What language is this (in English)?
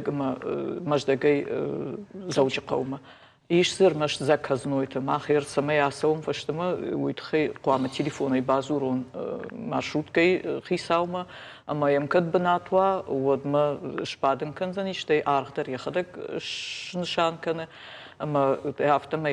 Ossetic